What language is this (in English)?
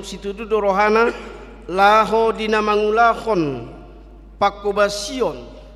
Batak Toba